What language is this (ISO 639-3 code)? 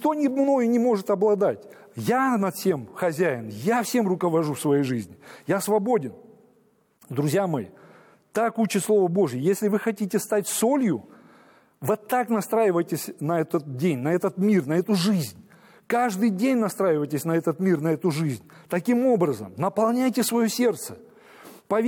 rus